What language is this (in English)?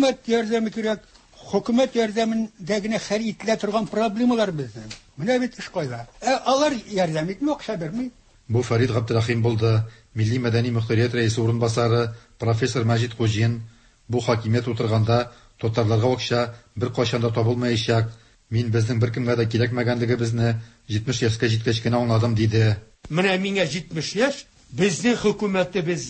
Tatar